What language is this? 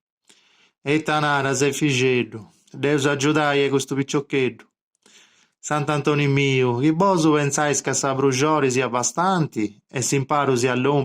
Sardinian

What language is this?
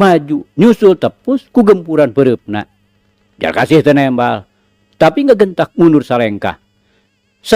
Sundanese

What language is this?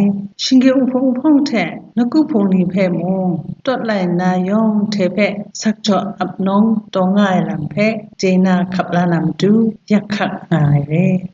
Kachin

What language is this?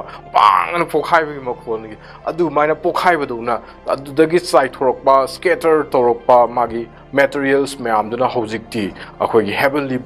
Manipuri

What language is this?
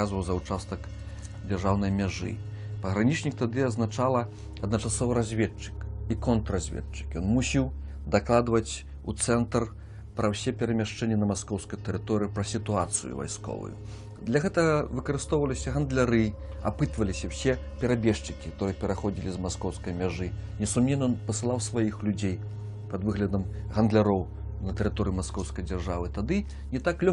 Belarusian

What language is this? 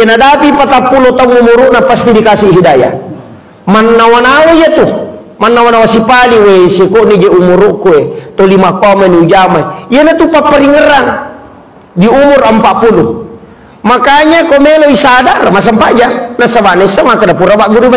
Buginese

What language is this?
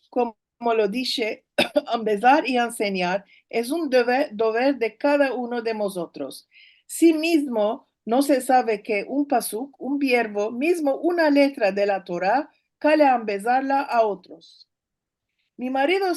Ladino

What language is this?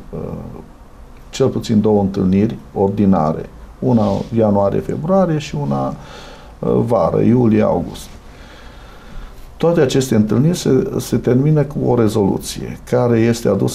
Romanian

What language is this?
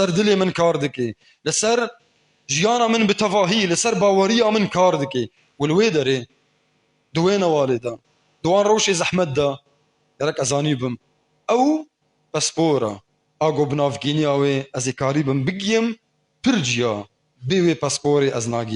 Kurdish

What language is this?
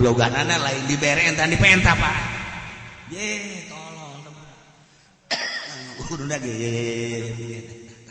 Sundanese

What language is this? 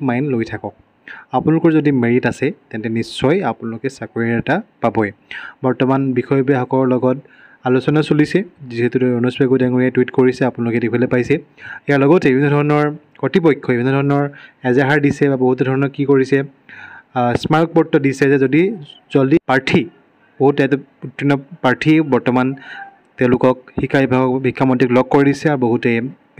Assamese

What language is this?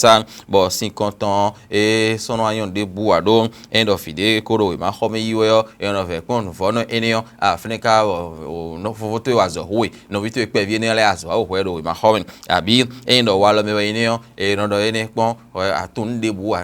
Fon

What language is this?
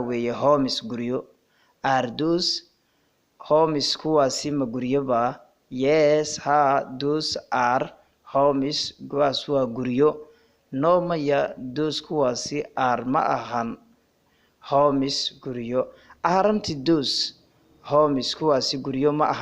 Somali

